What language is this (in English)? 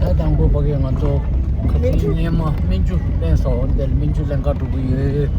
Tibetan